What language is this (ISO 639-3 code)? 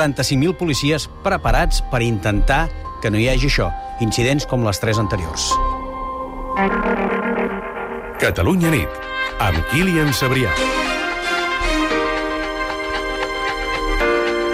cat